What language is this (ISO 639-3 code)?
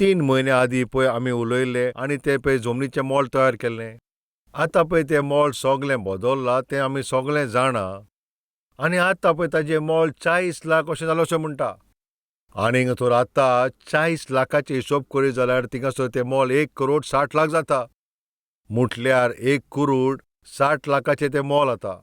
kok